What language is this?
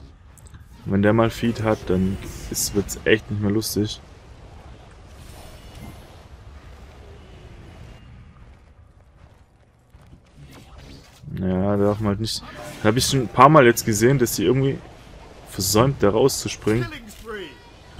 German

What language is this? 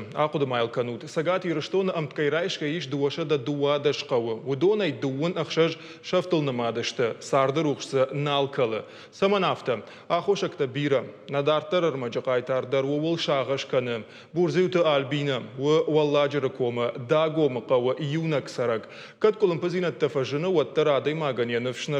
Ossetic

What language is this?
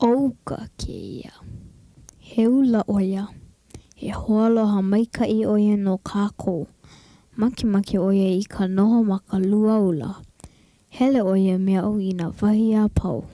Hawaiian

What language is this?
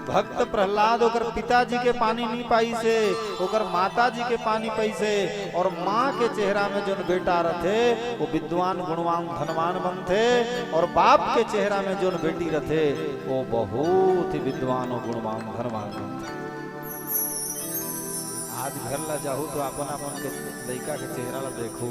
Chhattisgarhi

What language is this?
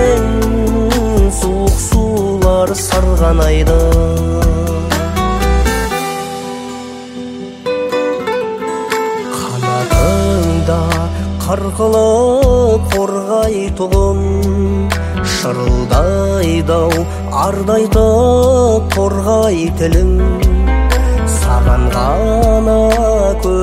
Kazakh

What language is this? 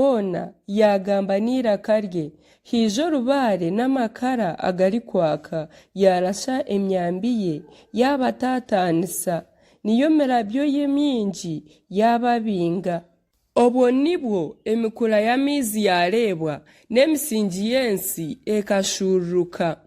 Nyankole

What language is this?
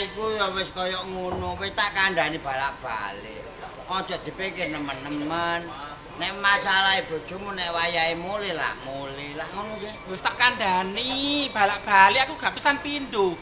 Javanese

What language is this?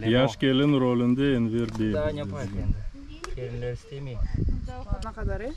Crimean Tatar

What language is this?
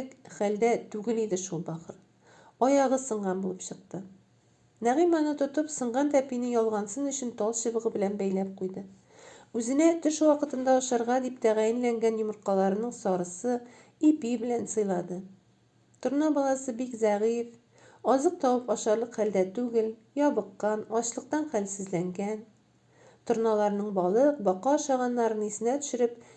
Tatar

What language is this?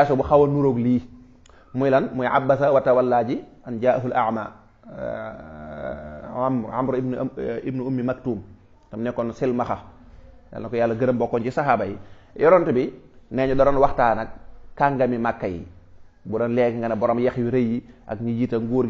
Wolof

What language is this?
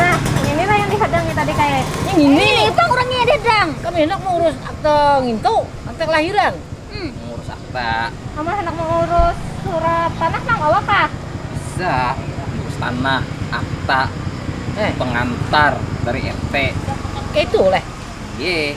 Banjar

